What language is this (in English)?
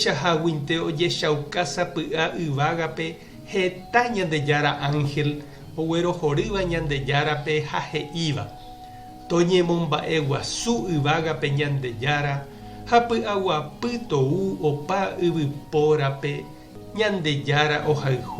Guarani